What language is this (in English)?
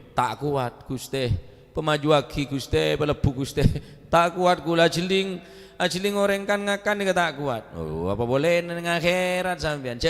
Madurese